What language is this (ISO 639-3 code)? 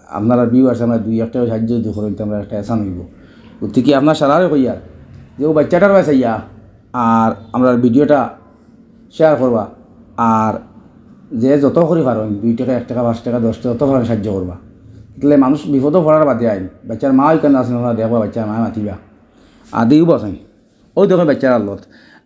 syl